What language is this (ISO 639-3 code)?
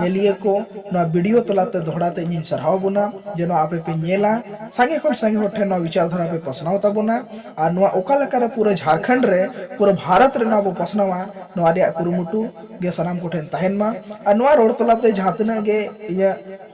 sat